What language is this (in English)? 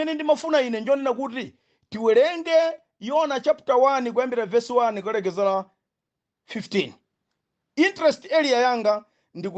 Nyanja